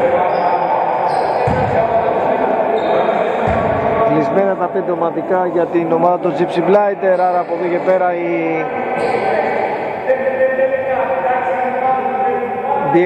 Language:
Greek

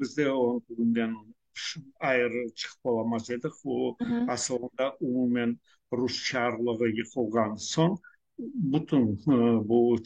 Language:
Crimean Tatar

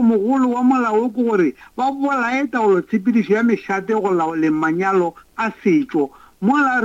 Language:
Northern Sotho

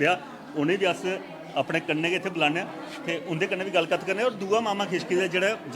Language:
Dogri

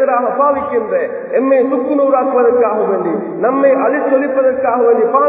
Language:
Tamil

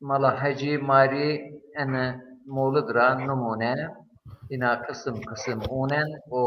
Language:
Zaza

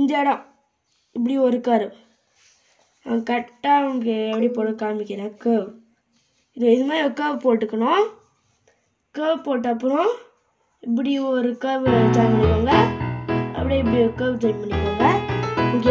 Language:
Tamil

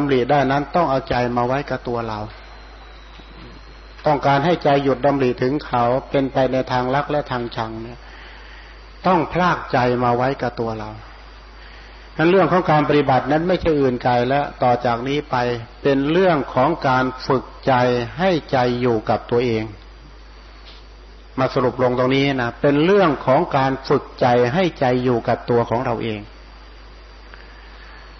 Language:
Thai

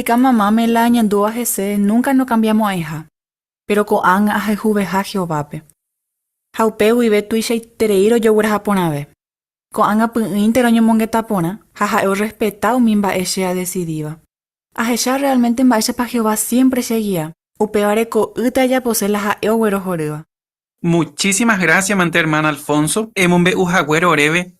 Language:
Guarani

